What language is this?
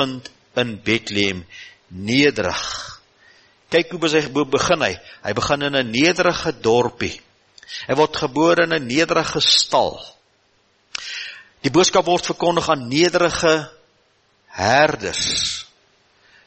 Afrikaans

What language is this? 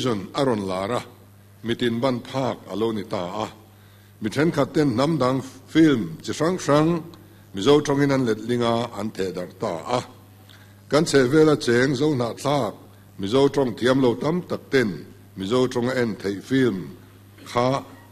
Mizo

